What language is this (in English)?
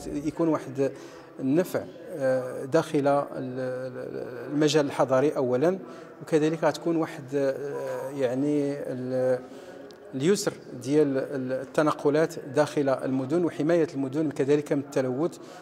Moroccan Arabic